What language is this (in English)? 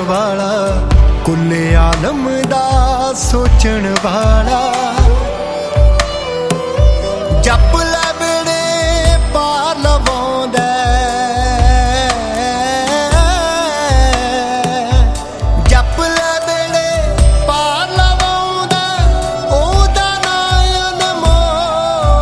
Punjabi